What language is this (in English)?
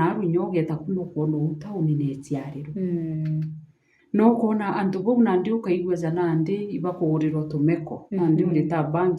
Meru